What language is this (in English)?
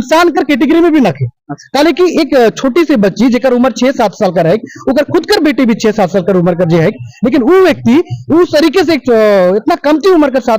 Sadri